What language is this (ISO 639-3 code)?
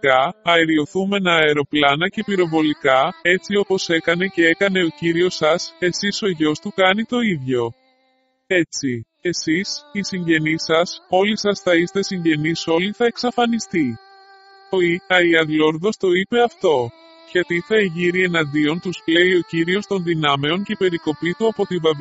ell